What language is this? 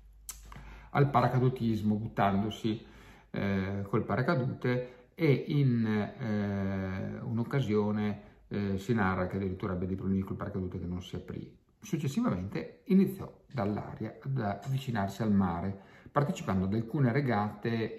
Italian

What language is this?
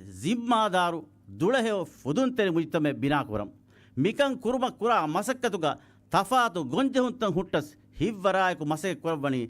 Divehi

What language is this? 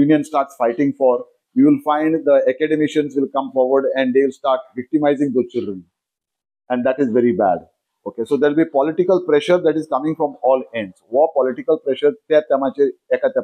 Konkani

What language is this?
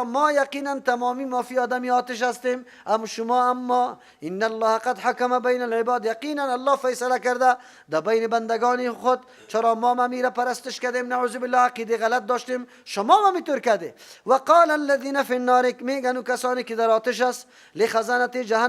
Persian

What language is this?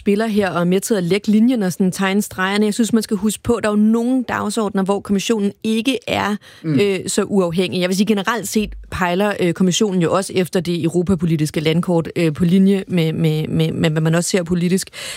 Danish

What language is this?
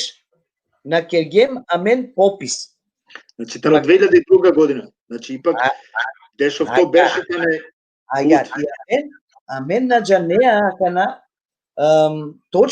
Balkan Romani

